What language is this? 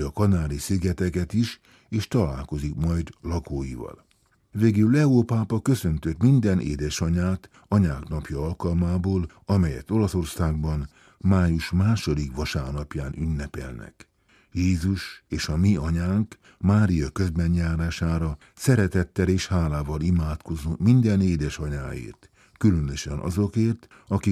Hungarian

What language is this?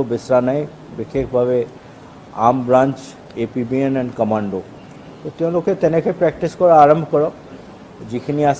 Assamese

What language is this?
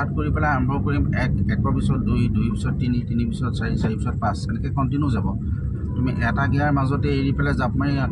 Assamese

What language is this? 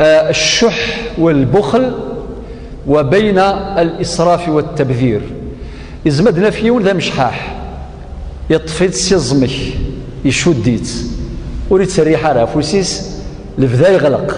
Kabyle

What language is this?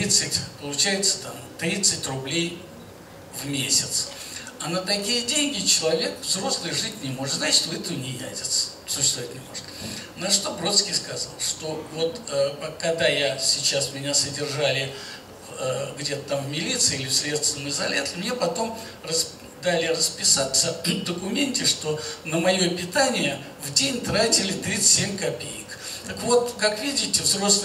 Russian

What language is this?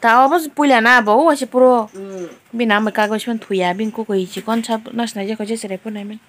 Kok Borok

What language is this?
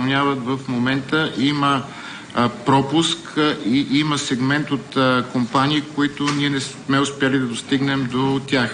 Bulgarian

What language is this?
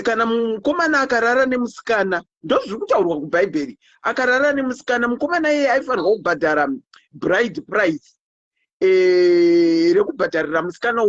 Shona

